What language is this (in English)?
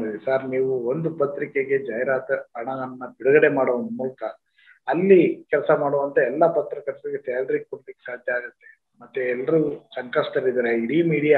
Kannada